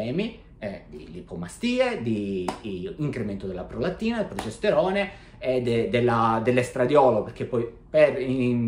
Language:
Italian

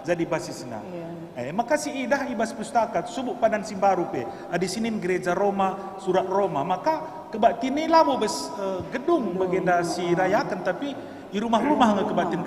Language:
Batak Karo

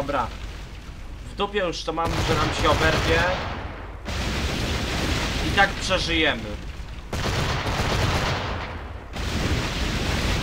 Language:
Polish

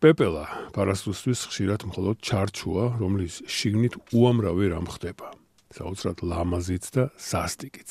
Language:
Georgian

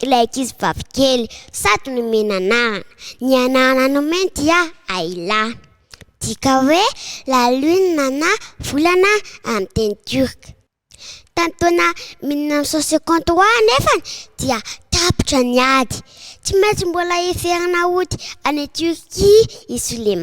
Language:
Malagasy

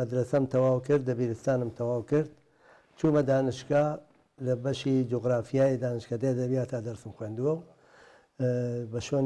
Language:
Central Kurdish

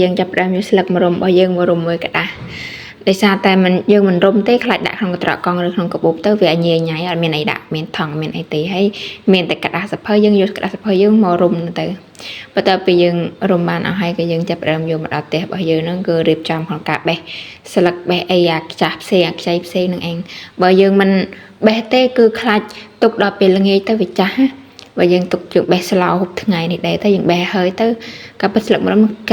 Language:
Khmer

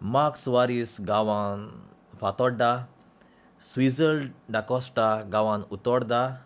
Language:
Konkani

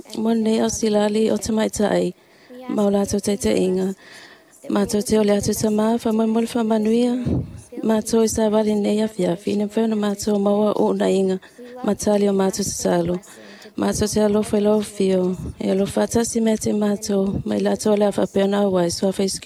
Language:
Samoan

